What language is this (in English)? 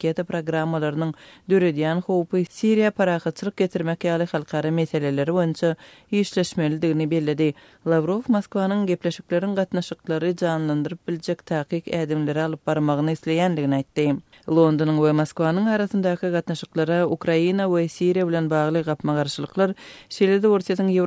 Turkmen